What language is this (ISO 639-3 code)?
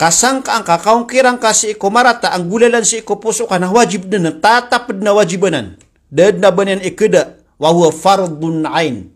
mrw